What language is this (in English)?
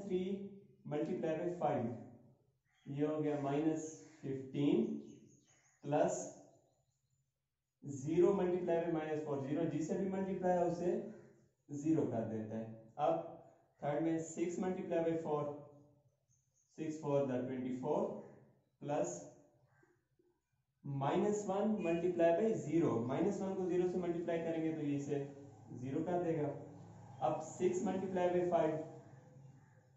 Hindi